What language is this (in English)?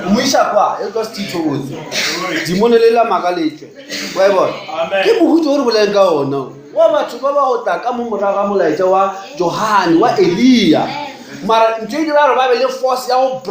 Northern Sotho